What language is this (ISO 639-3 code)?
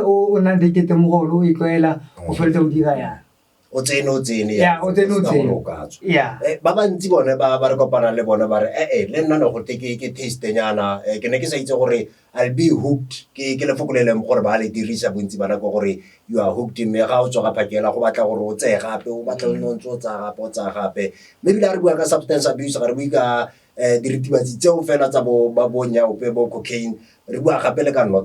tsn